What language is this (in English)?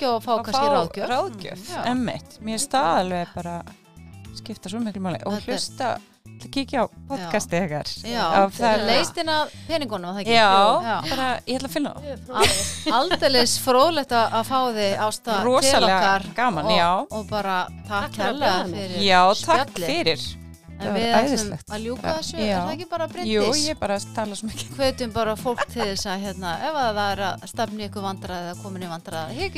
Icelandic